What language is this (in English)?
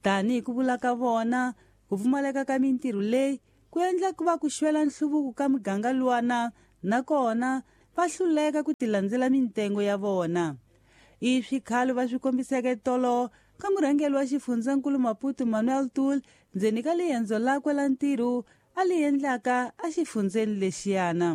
Tsonga